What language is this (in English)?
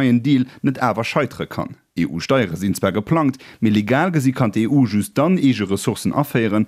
Luxembourgish